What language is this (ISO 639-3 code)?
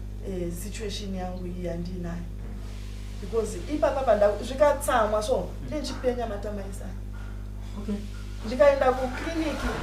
sna